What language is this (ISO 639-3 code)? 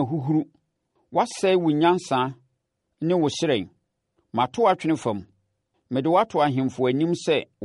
aka